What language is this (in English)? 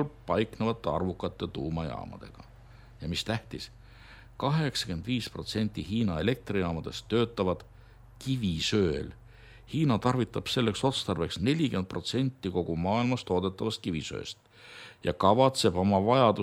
Estonian